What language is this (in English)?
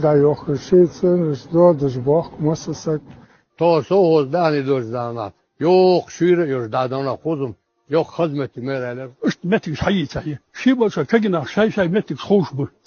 Chechen